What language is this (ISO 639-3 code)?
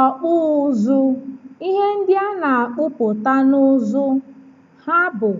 ibo